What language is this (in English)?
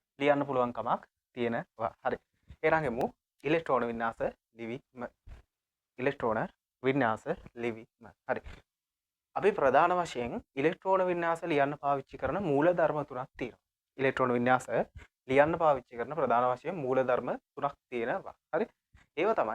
Sinhala